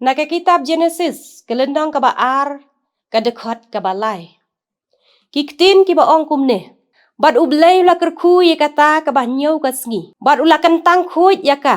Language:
Khasi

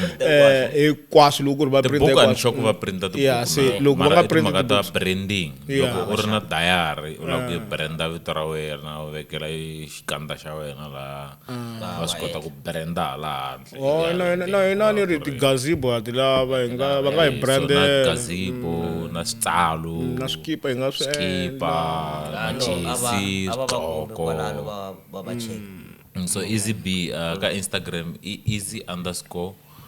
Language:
Tsonga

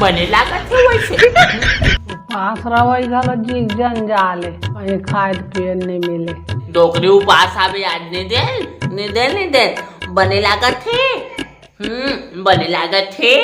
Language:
Chhattisgarhi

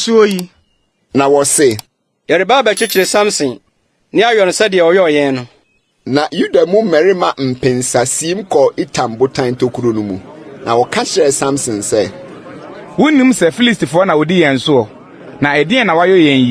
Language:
Akan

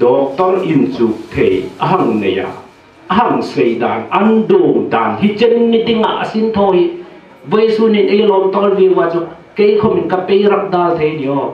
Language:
Hmar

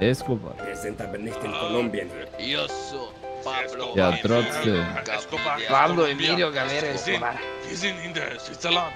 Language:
Swiss German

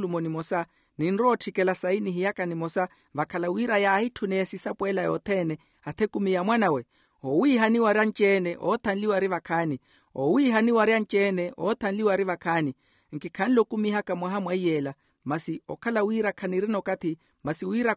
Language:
Makhuwa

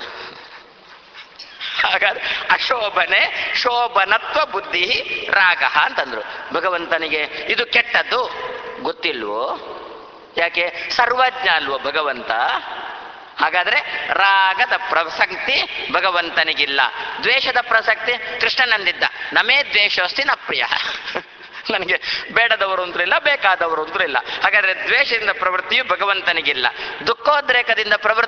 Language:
Kannada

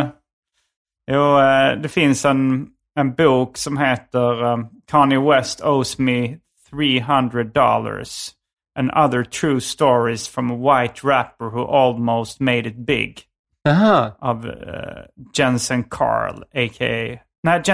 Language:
Swedish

